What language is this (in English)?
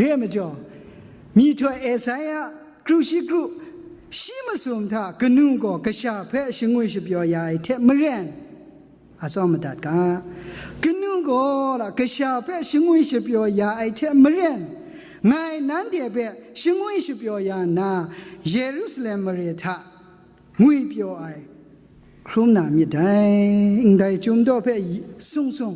Kachin